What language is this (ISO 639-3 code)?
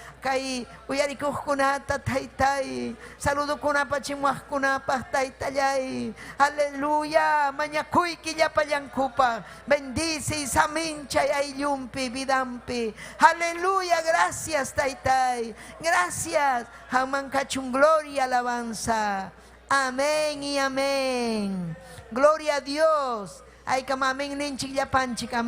quy